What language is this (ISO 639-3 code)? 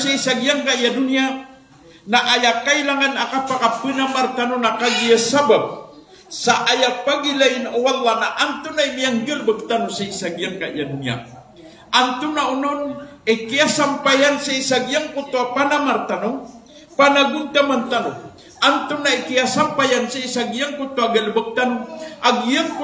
mrw